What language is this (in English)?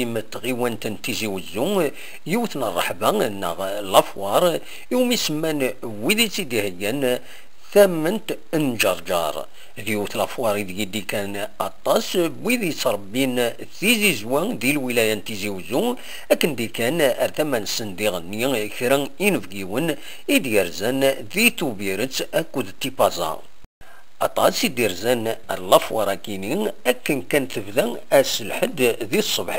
Kabyle